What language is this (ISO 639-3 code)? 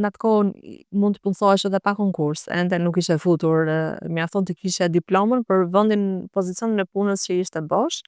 sqi